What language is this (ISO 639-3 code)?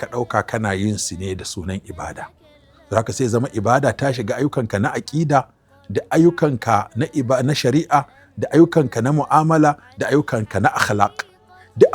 hau